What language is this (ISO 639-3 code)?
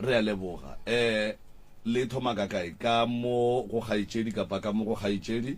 nso